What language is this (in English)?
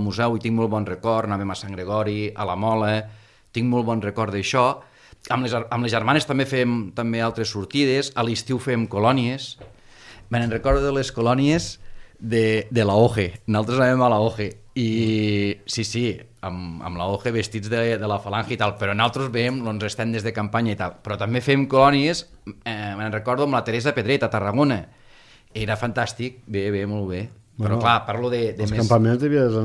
Catalan